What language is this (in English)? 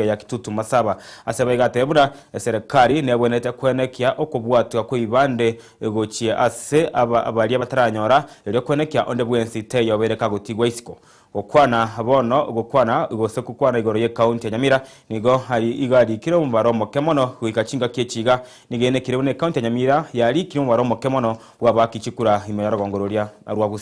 Gusii